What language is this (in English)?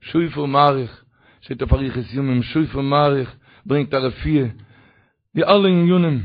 Yiddish